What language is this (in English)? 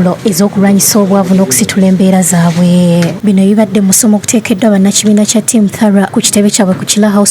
Ganda